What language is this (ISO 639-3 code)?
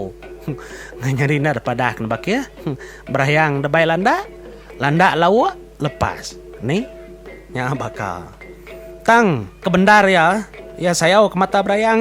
iba